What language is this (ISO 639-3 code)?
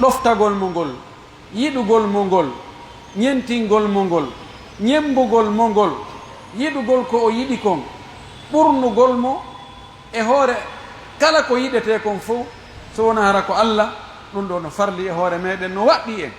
fuf